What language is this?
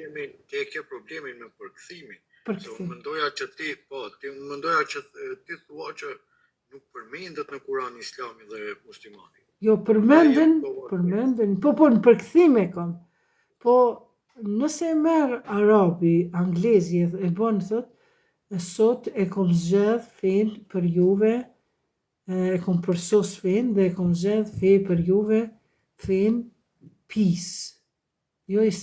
Albanian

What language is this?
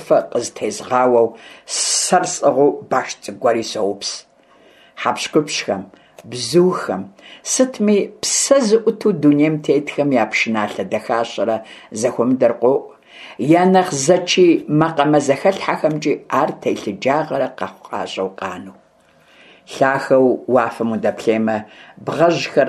Kabardian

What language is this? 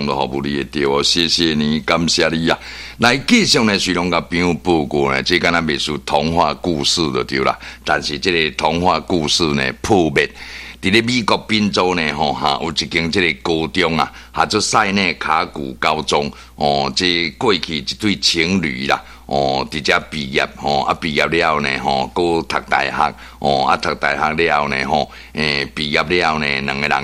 Min Nan Chinese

